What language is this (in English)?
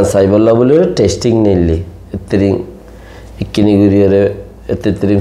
Rohingya